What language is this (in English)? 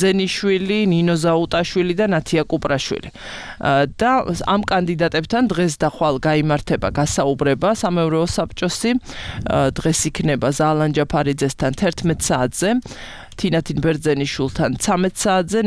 Georgian